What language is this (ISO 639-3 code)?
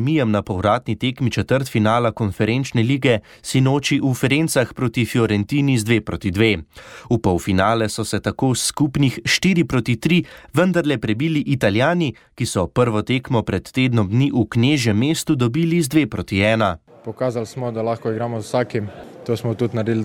slv